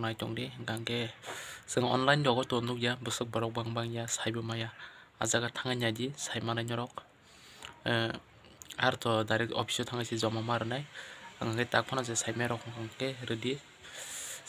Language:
Kok Borok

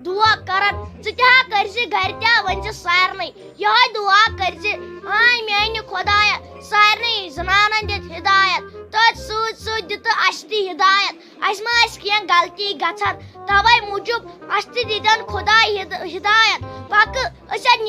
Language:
Kashmiri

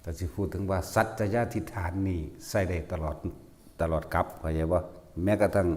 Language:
Northeastern Thai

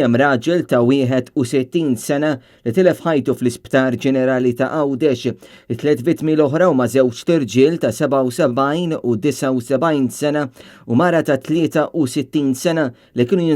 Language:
Maltese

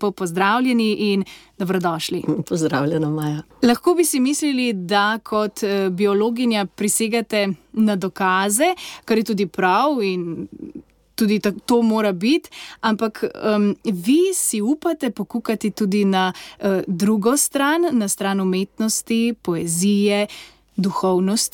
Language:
Slovenian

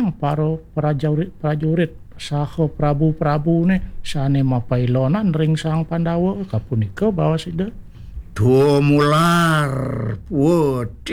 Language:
Balinese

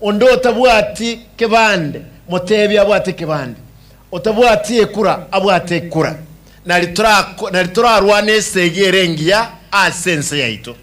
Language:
Gusii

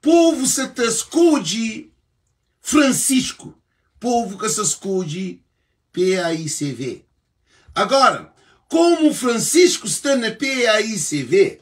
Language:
Kabuverdianu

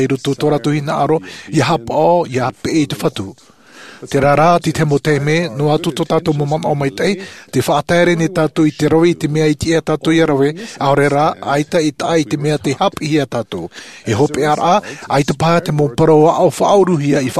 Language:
Tahitian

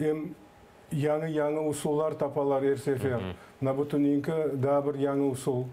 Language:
Crimean Tatar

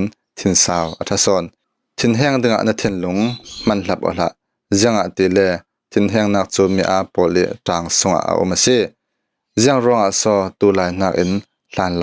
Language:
Falam Chin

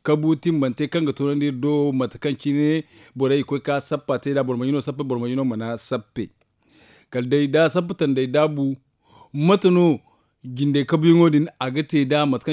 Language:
Zarma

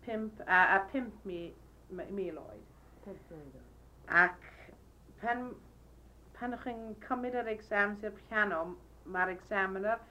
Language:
Welsh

